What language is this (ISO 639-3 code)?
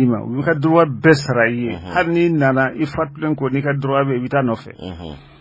bam